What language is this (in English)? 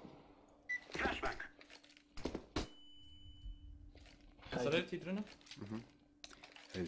German